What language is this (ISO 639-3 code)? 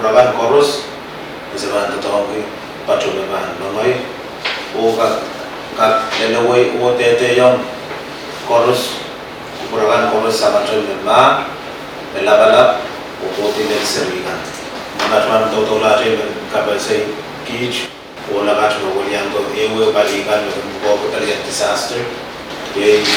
pon